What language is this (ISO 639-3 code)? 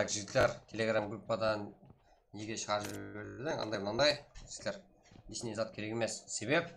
kaa